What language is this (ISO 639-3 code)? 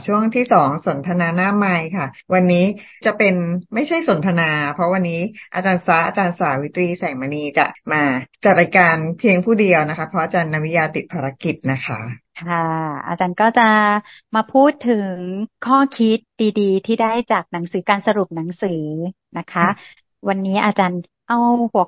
tha